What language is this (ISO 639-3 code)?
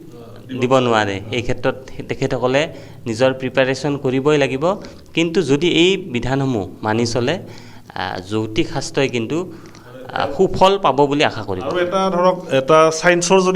asm